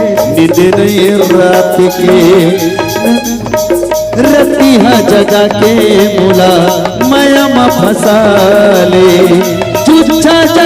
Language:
Chhattisgarhi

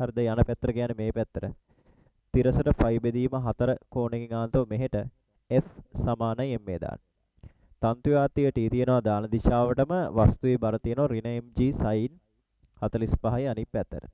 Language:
Sinhala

